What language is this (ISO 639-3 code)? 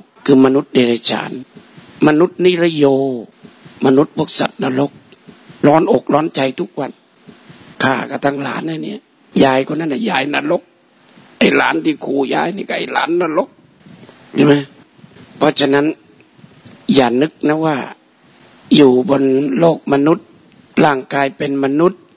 tha